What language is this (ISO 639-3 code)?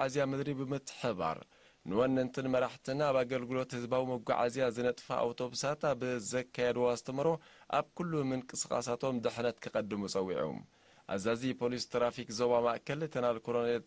tir